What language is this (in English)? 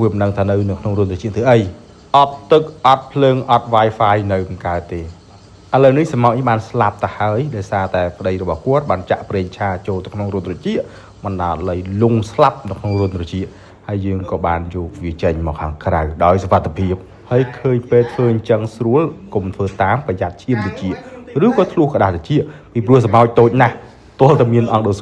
Khmer